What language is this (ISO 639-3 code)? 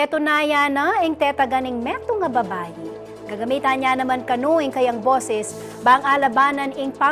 pam